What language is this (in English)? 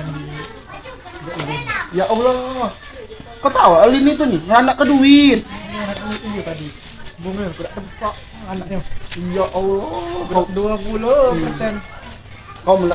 Musi